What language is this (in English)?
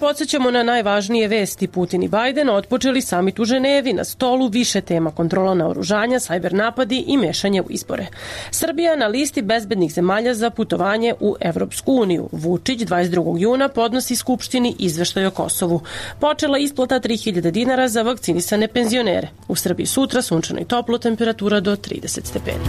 Serbian